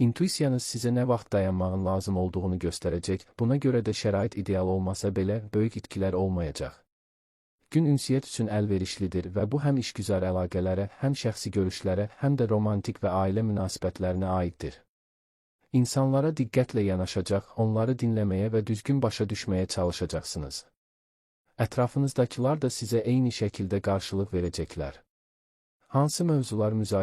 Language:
Azerbaijani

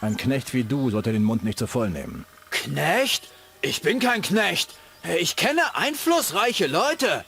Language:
Bavarian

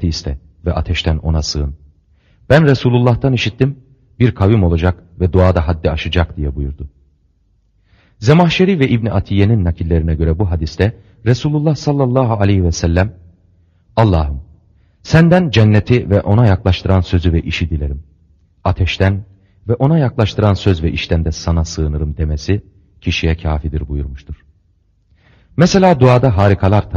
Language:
Turkish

